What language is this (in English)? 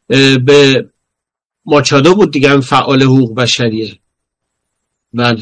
Persian